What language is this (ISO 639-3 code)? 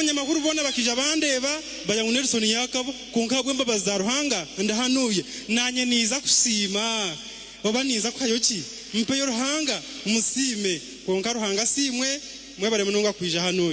nyn